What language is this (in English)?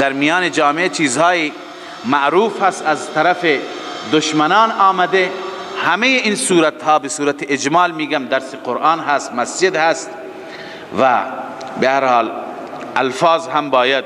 Persian